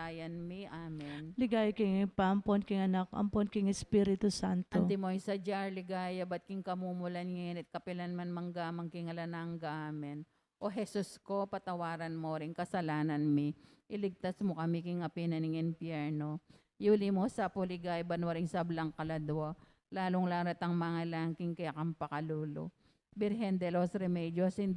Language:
Pampanga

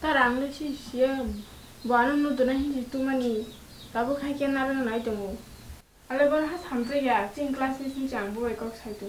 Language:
Kok Borok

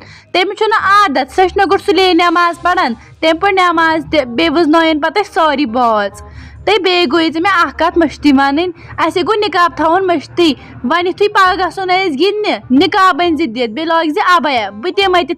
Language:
Kashmiri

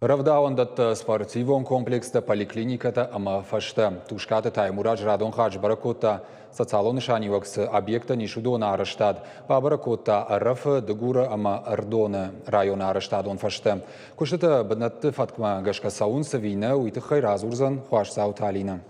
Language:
Ossetic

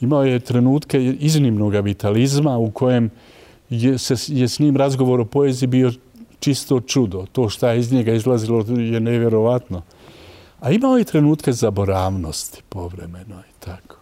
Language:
Bosnian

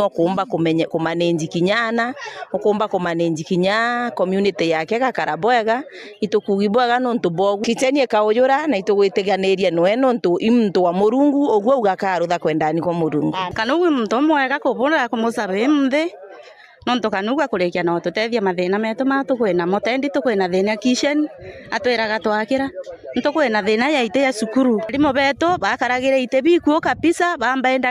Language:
Meru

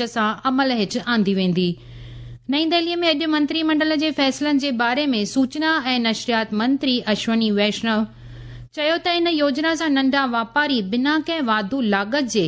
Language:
Sindhi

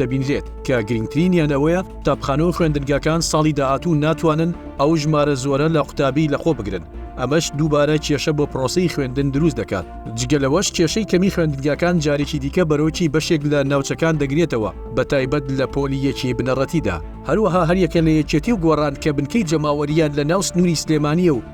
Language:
Central Kurdish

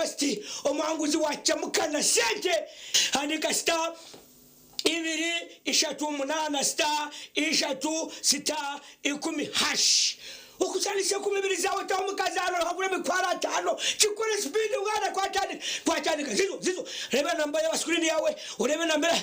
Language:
Nyankole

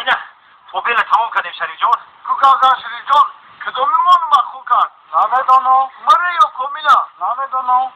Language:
Tajik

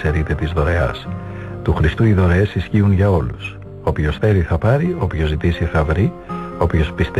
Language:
Greek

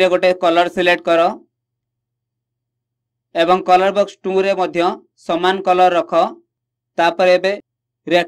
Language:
Odia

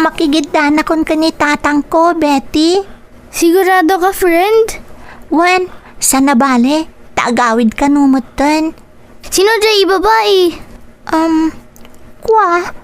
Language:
Iloko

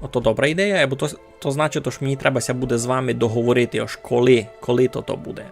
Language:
Rusyn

